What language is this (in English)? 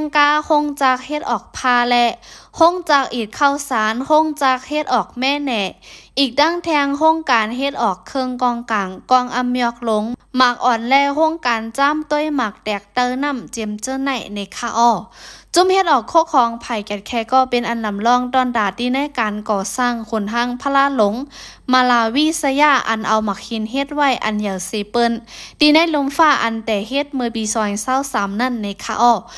Shan